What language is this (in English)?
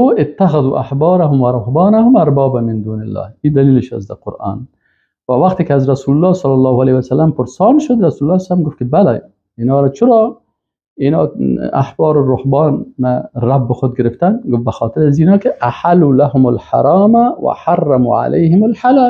Persian